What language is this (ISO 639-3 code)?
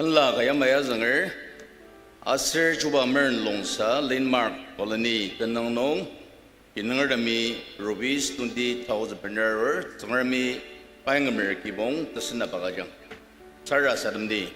njo